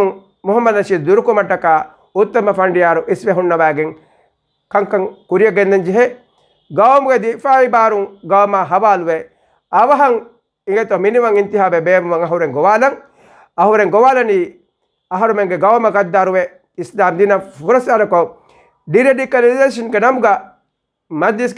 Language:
Divehi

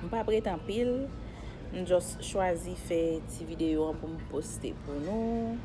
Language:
Haitian Creole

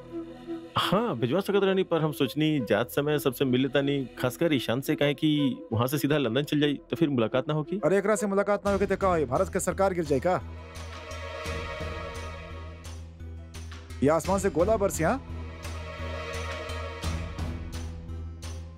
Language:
Bhojpuri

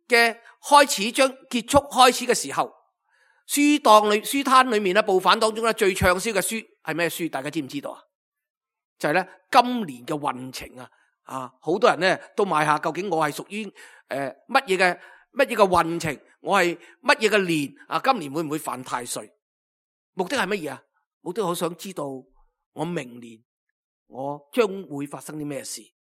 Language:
Cantonese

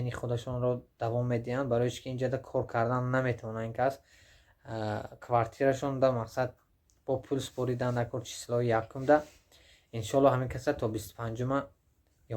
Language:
Tajik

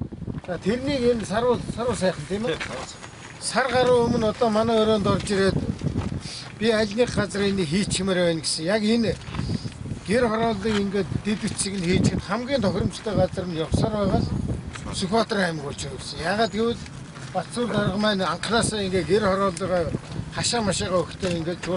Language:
Mongolian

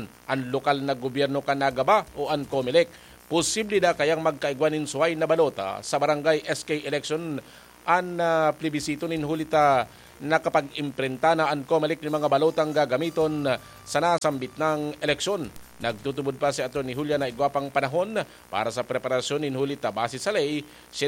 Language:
Bikol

